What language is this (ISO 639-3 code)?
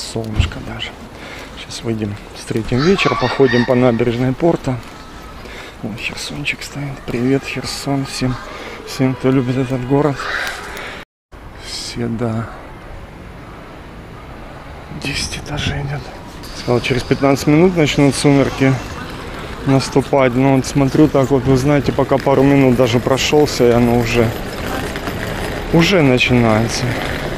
rus